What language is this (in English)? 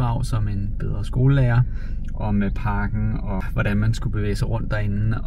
Danish